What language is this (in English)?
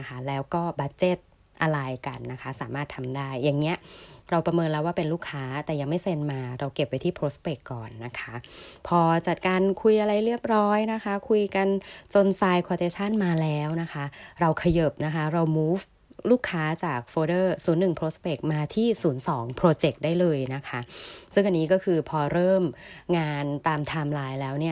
Thai